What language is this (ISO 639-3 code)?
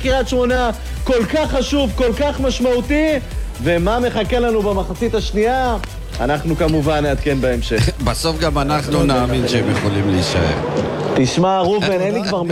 heb